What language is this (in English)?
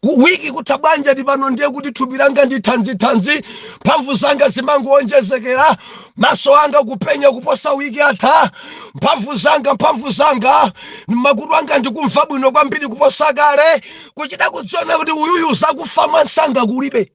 Nyanja